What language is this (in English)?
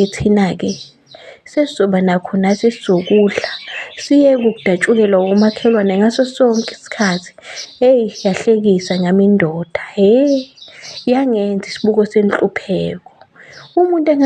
Zulu